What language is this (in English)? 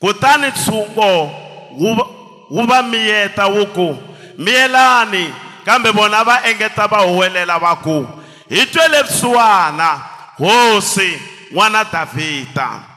Tsonga